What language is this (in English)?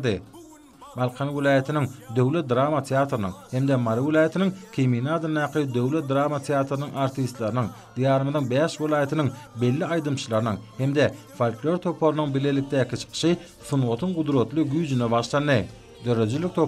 Turkmen